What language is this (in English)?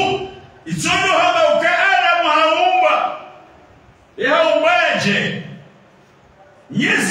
Swahili